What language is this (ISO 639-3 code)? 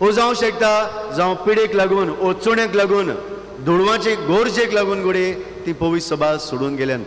kok